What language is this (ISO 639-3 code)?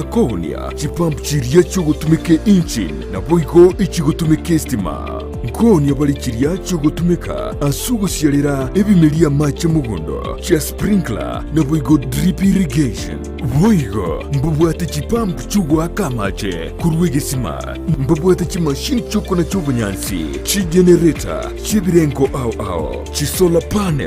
guz